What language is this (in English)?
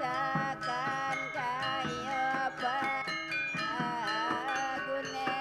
Balinese